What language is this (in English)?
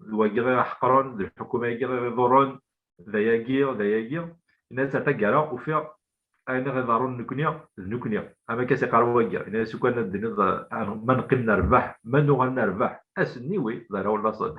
Kabyle